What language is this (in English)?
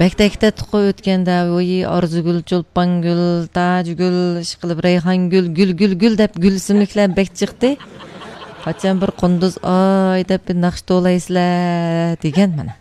Uyghur